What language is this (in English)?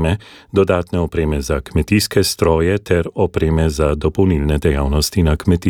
Slovenian